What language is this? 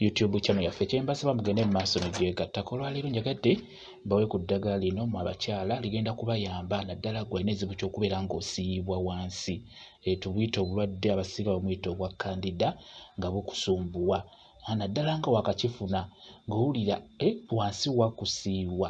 Ganda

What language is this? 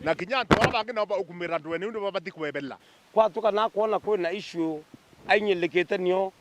Meru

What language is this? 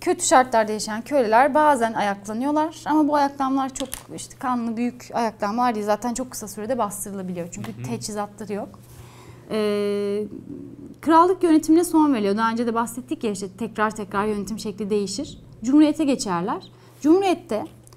Turkish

